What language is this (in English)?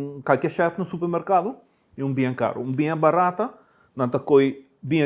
Papiamento